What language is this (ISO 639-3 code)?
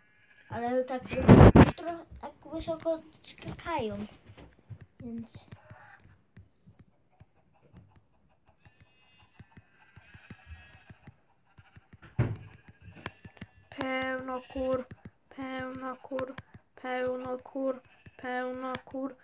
pol